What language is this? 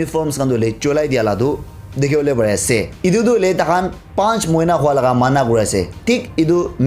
Naga Pidgin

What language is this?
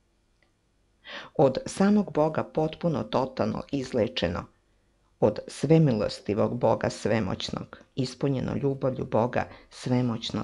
Serbian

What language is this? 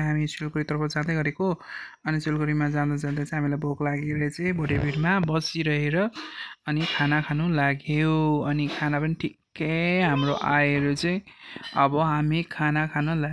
Nepali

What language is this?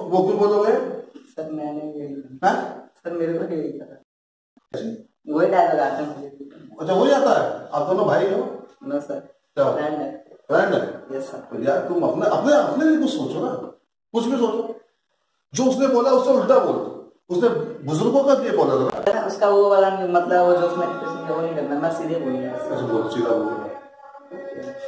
Hindi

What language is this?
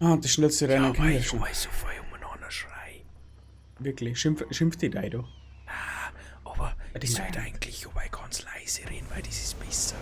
Bavarian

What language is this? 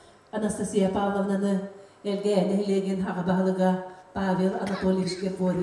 Yakut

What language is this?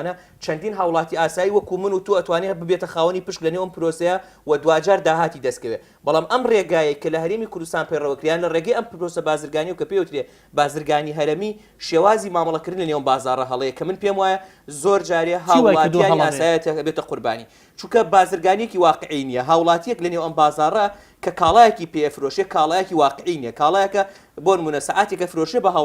Central Kurdish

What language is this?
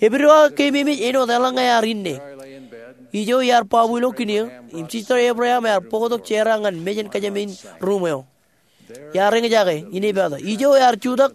Marshallese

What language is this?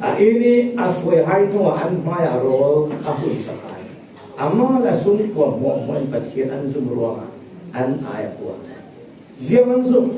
Falam Chin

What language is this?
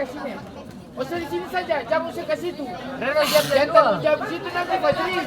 Ambonese Malay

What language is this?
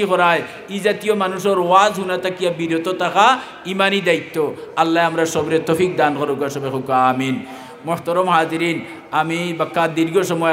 Sylheti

